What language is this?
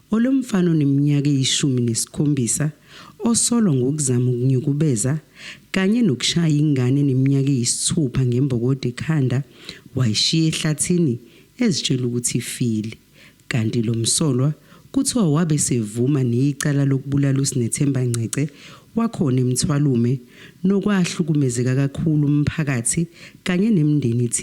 Zulu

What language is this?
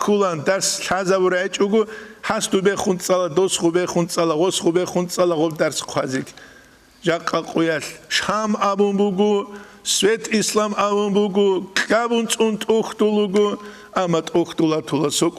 Avaric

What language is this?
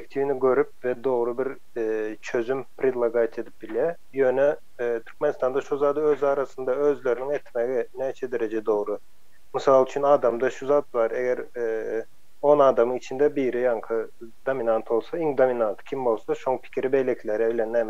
Turkmen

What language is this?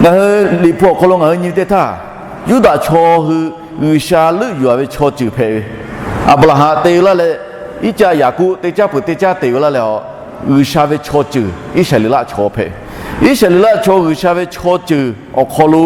Lahu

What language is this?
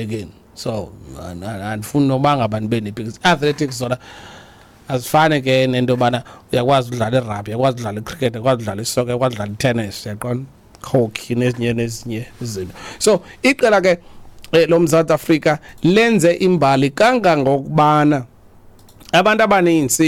Xhosa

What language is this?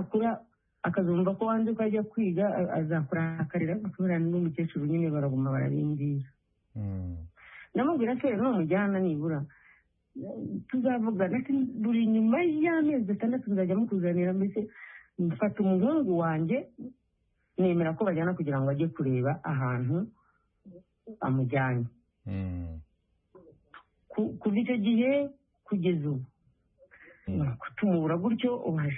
Kinyarwanda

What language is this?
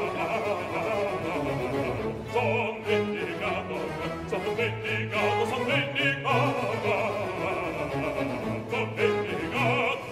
Italian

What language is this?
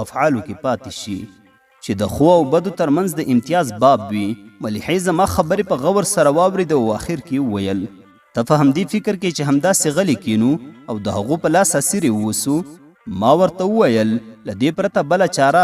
Pashto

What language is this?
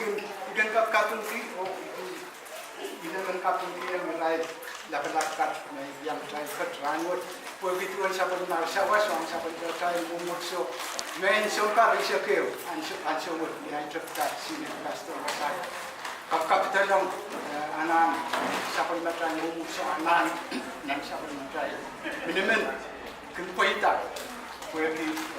Pohnpeian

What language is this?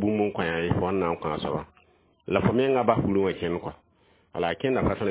Mossi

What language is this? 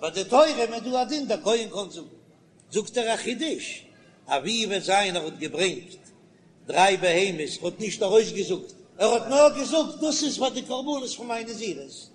Yiddish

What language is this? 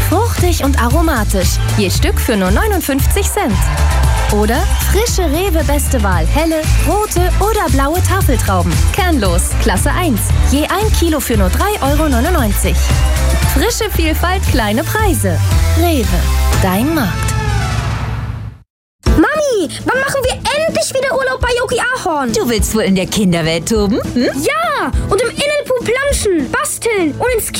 German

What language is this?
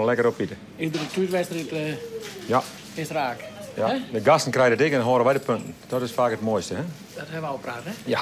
Western Frisian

